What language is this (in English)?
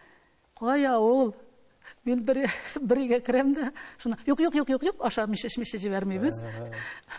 Tatar